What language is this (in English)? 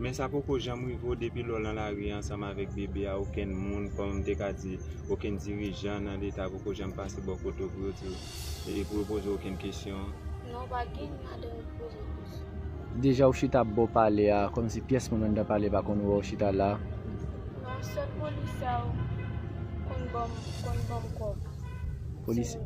Haitian Creole